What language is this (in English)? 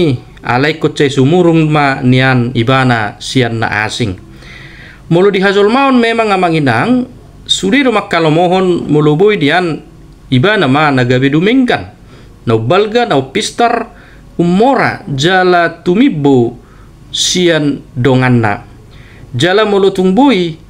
Batak Toba